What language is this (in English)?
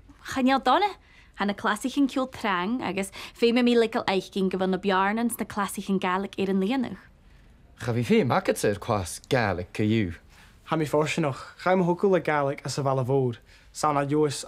Scottish Gaelic